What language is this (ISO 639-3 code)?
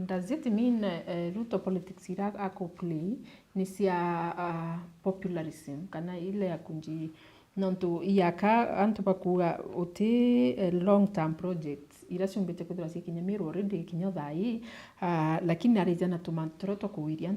mer